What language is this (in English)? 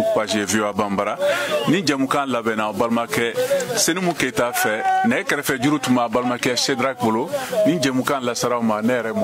Bambara